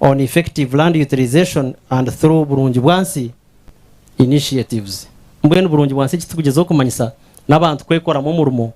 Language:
Nyankole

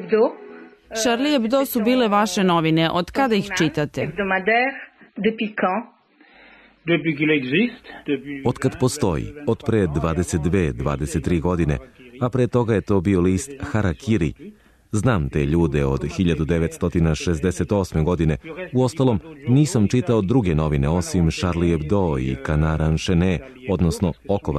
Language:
Serbian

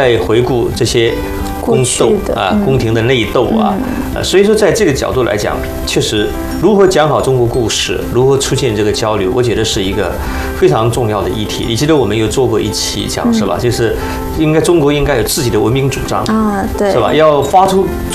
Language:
Chinese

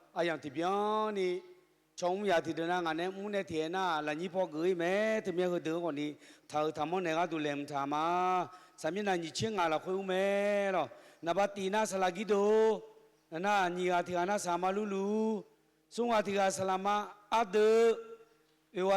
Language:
Akha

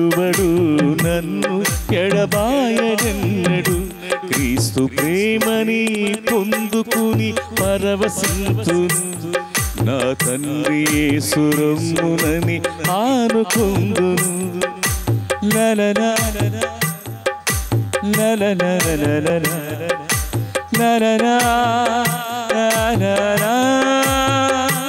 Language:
Telugu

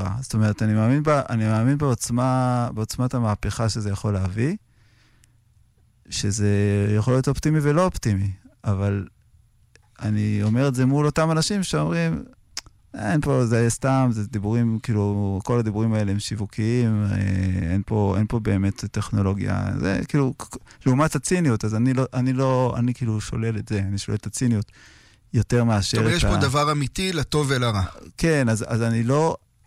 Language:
Hebrew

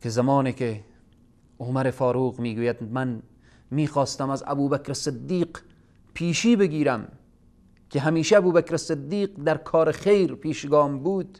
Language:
Persian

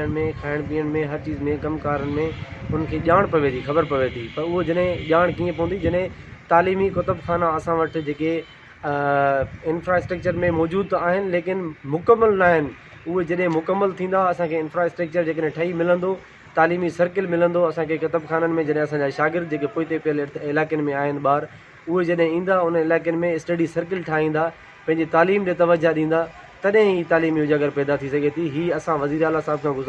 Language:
Sindhi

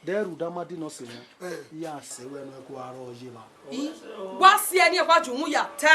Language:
Bini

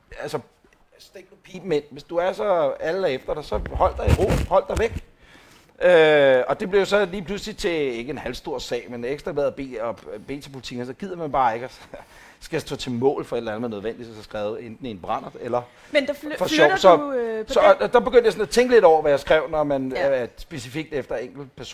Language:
Danish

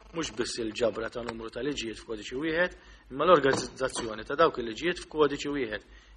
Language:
Maltese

